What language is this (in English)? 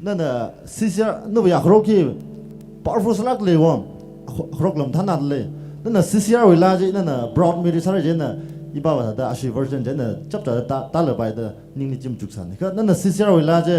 Tangkhul Naga (India)